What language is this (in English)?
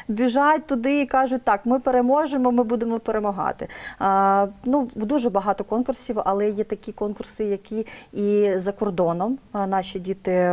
Ukrainian